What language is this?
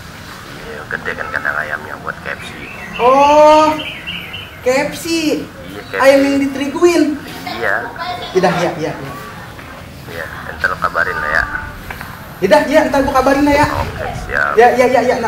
Betawi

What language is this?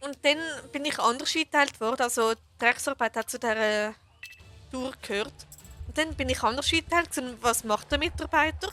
Swiss German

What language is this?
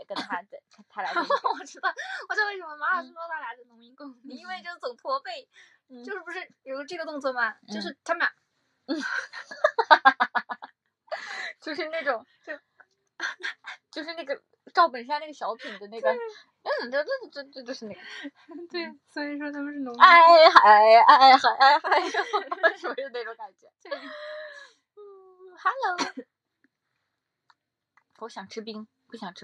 Chinese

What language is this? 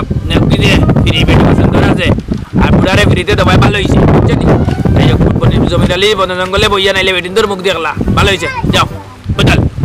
Sylheti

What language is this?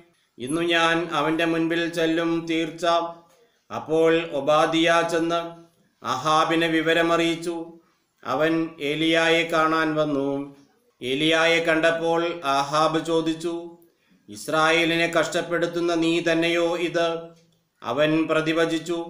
Malayalam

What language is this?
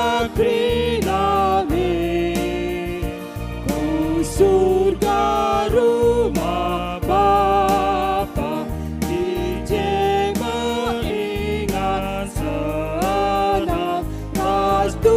Batak Karo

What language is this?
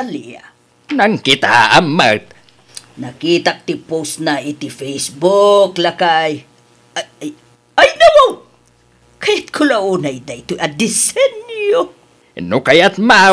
Iloko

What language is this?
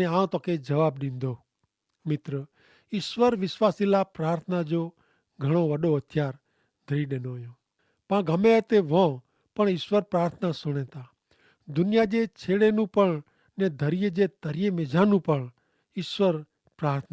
Kachhi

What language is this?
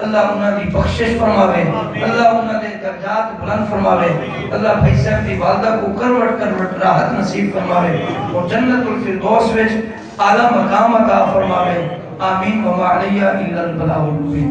Saraiki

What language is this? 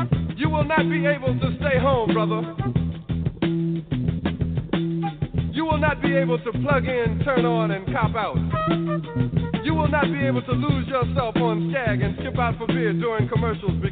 English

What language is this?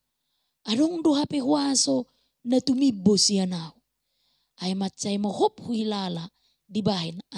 Batak Toba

